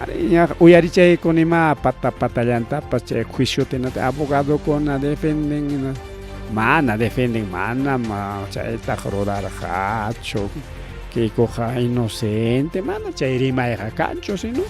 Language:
Ayacucho Quechua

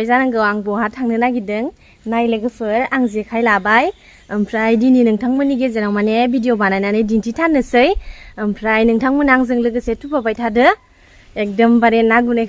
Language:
Bodo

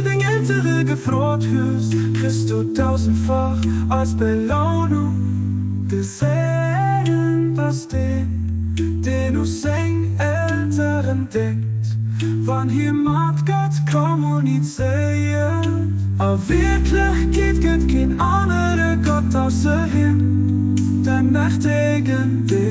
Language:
Luxembourgish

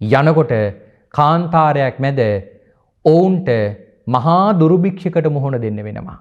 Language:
Sinhala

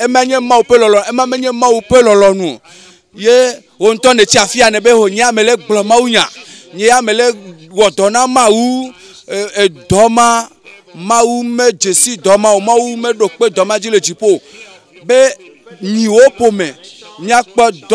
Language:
Ewe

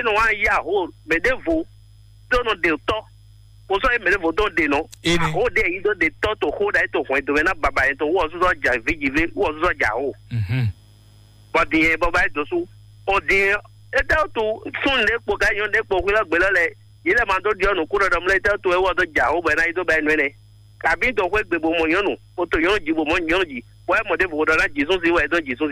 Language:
Fon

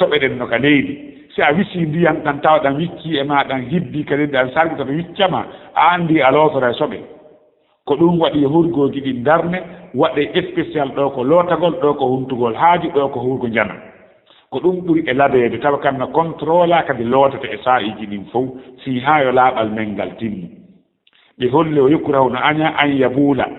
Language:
Fula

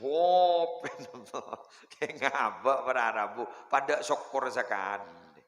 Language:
Madurese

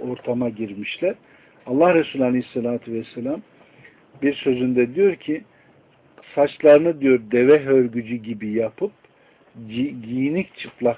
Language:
Turkish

